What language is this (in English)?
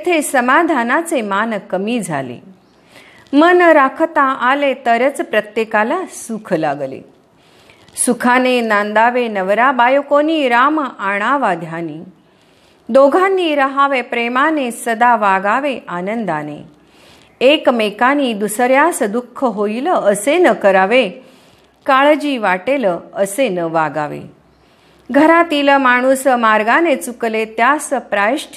Marathi